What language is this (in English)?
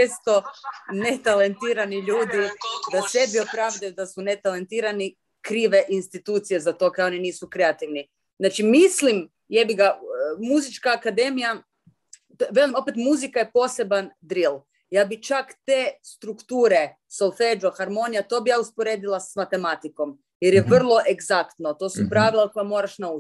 Croatian